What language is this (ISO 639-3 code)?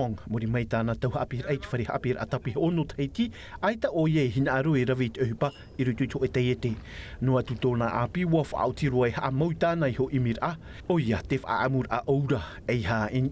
tah